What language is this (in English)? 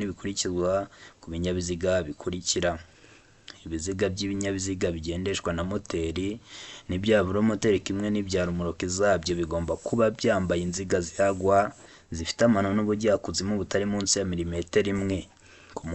Kinyarwanda